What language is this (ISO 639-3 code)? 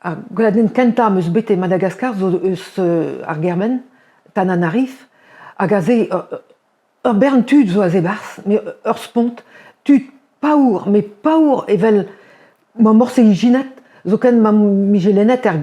bre